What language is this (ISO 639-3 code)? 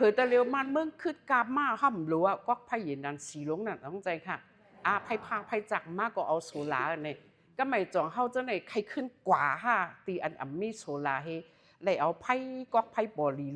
shn